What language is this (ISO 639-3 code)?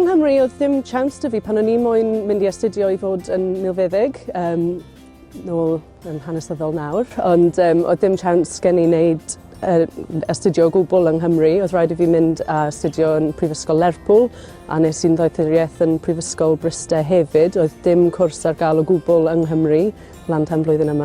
cym